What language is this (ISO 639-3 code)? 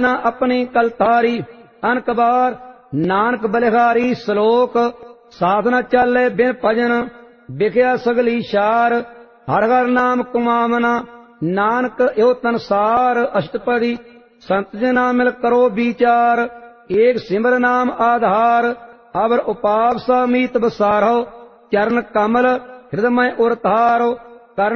pan